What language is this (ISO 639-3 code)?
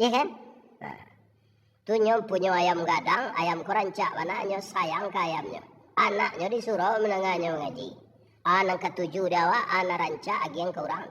min